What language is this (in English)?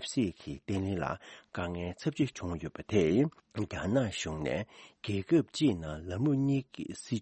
Tibetan